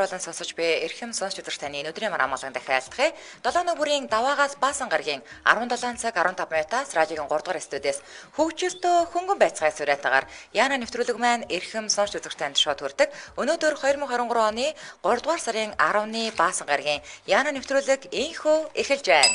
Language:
Mongolian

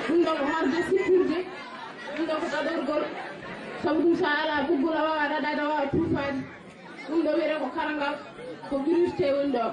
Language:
Fula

